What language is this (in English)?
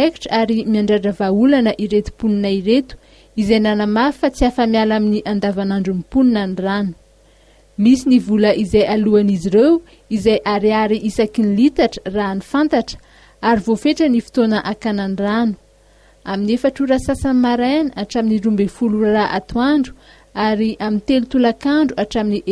Malagasy